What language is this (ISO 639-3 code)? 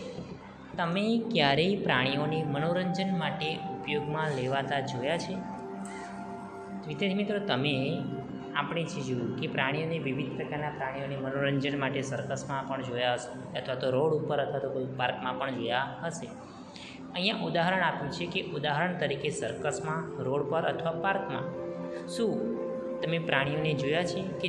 guj